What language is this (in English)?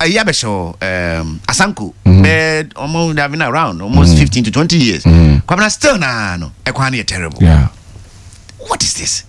Akan